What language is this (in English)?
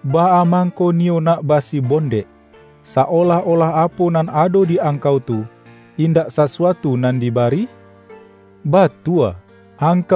Minangkabau